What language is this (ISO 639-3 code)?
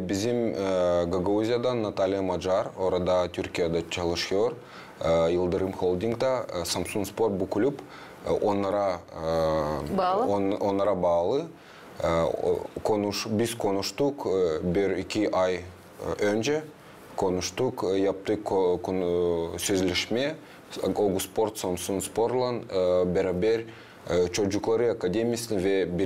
gag